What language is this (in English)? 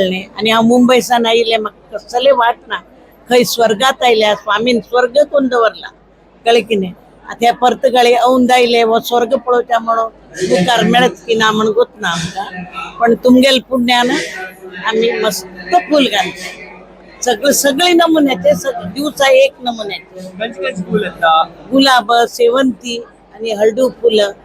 Konkani